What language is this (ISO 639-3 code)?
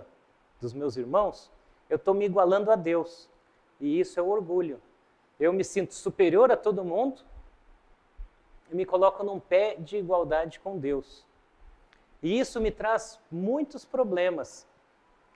por